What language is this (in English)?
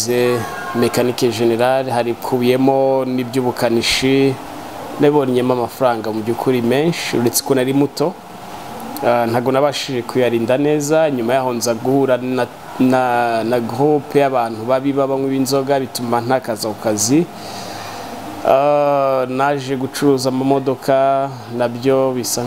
Kinyarwanda